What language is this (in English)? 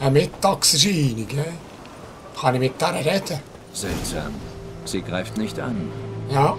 Swiss German